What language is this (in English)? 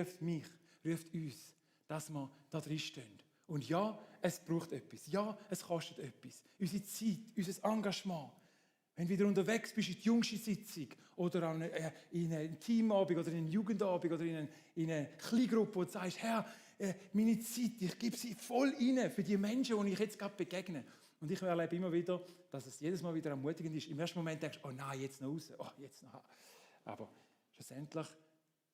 Swiss German